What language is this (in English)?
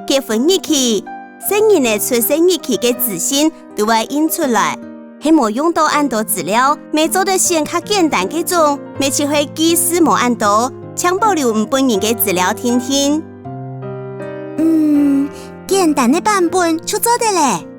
Hakka Chinese